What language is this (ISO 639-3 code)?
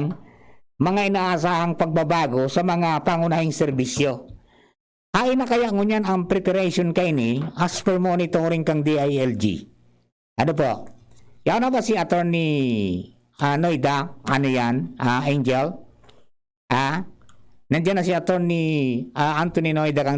bik